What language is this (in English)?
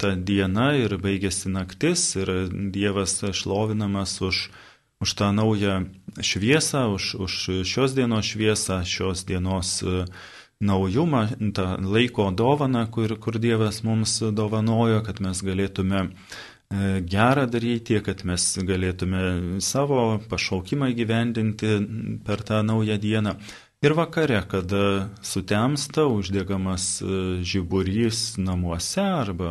Lithuanian